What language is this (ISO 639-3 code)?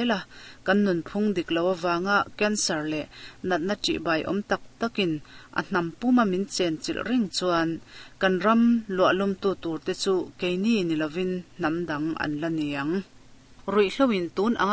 lus